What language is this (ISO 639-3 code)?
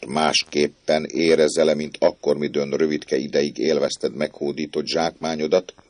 hun